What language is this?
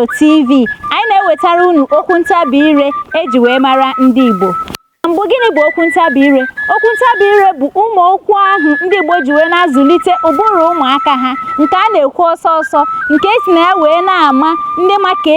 Igbo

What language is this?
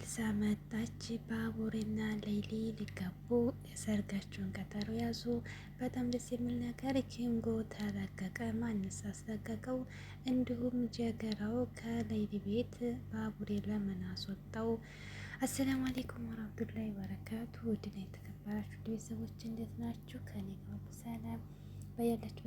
Amharic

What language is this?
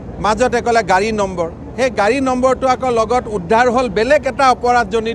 Assamese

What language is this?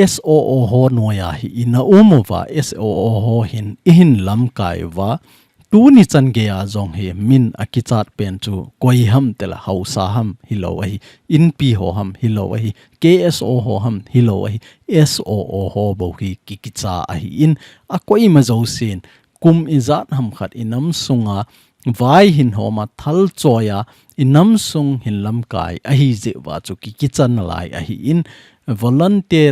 Thado Chin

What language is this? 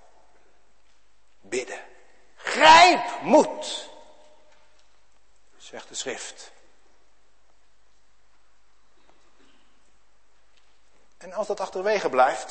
Dutch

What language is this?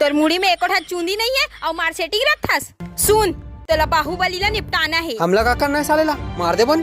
Chhattisgarhi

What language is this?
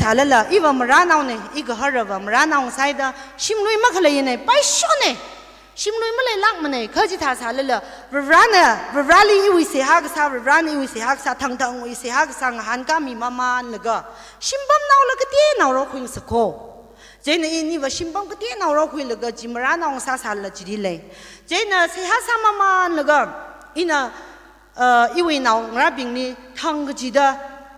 Tangkhul Naga (India)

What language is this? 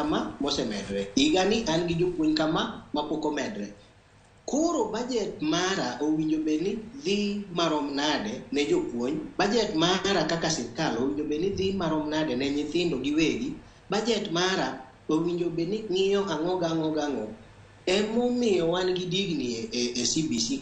Luo (Kenya and Tanzania)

